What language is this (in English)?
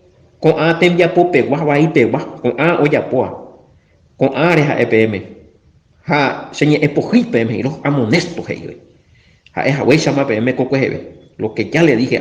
Guarani